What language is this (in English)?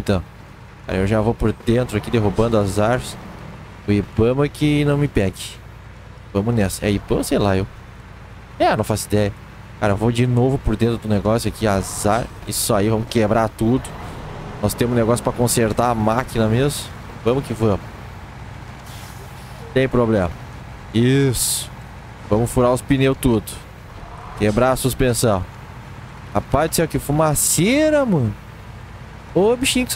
Portuguese